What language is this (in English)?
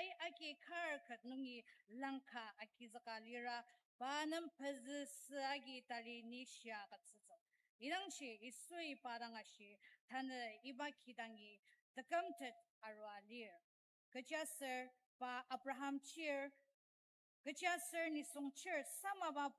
Ao Naga